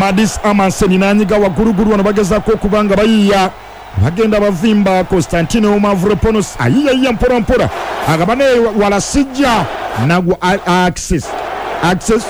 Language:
Ganda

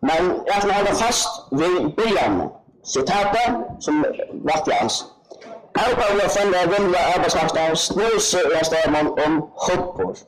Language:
Faroese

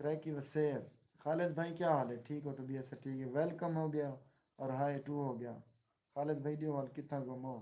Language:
Saraiki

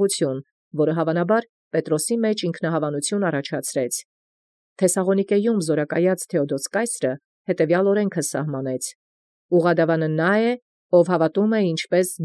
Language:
Armenian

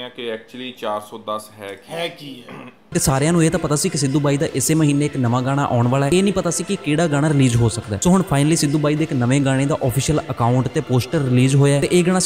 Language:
Punjabi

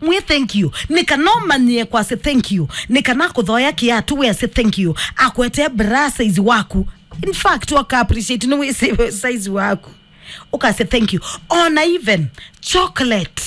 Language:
Kamba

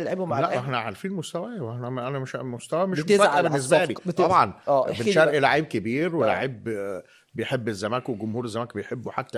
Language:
Egyptian Arabic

